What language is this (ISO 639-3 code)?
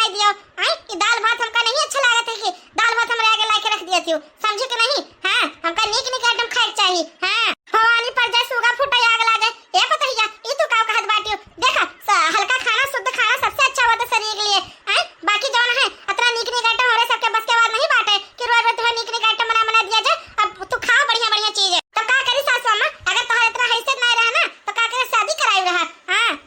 awa